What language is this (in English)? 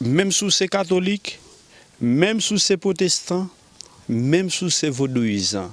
Haitian Creole